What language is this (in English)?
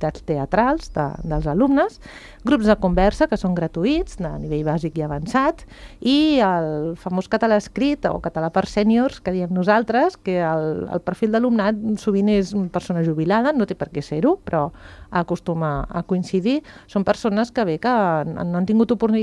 Catalan